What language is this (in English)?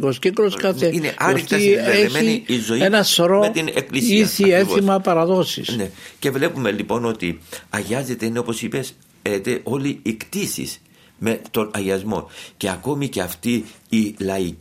Greek